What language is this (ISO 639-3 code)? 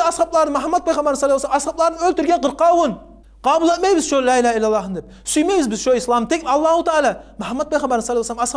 kum